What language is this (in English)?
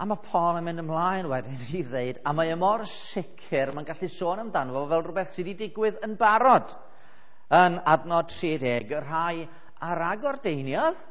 Welsh